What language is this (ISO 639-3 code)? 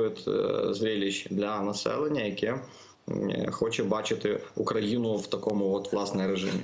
ukr